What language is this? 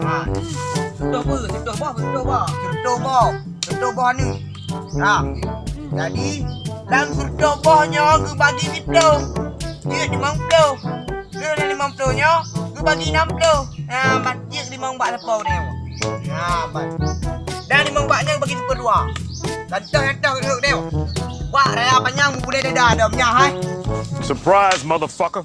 Achinese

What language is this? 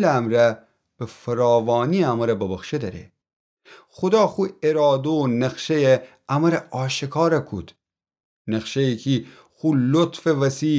Gilaki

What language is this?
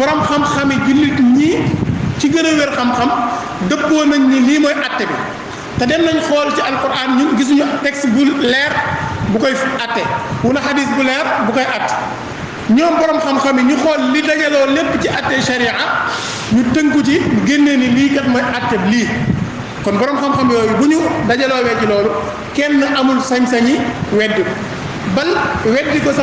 Wolof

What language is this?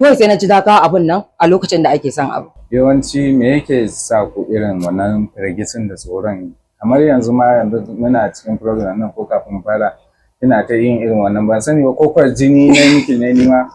Hausa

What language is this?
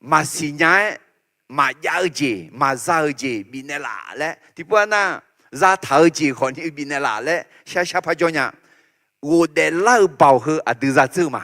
Akha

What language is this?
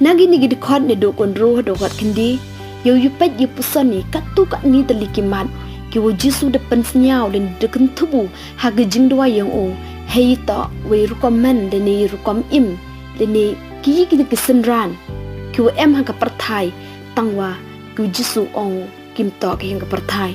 Pnar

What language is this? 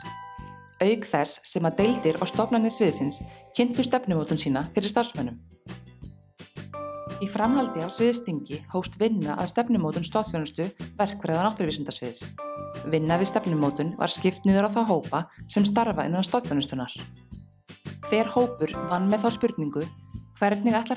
Icelandic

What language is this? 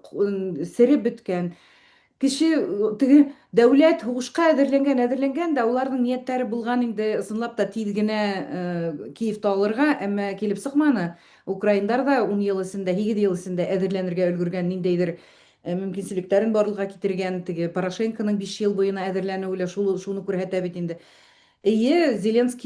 Bashkir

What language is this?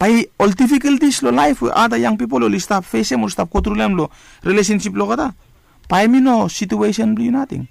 Bislama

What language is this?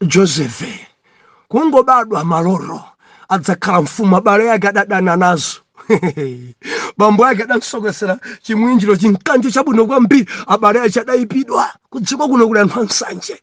Nyanja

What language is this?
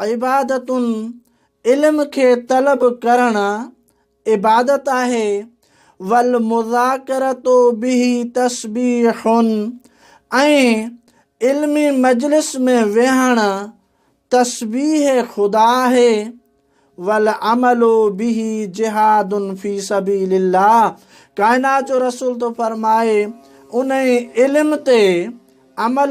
Sindhi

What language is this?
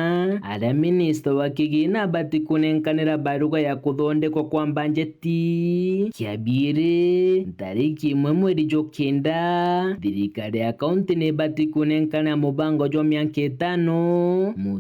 Meru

